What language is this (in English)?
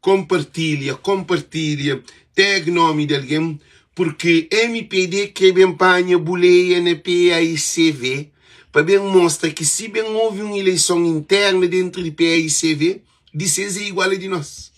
Kabuverdianu